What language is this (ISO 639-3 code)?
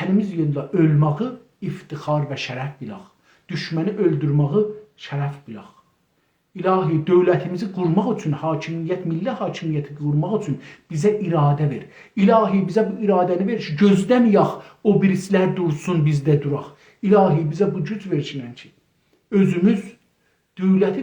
azb